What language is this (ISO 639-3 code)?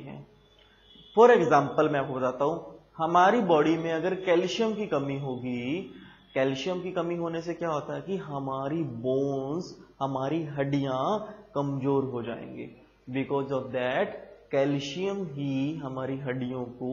hin